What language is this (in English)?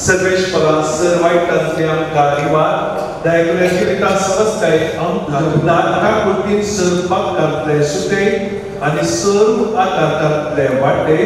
Konkani